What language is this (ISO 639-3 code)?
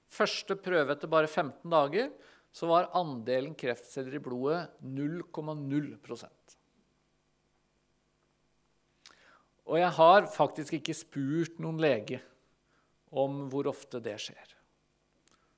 nor